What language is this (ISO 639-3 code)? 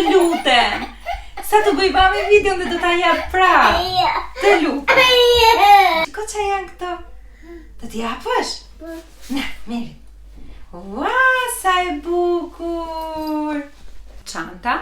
sqi